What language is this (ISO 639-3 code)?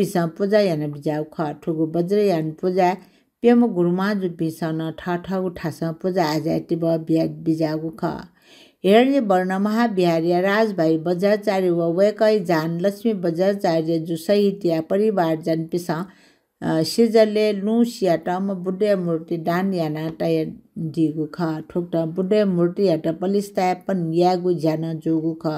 new